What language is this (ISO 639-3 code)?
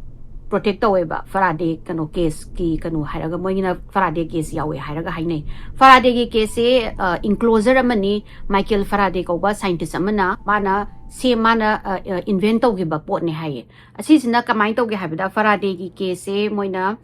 mni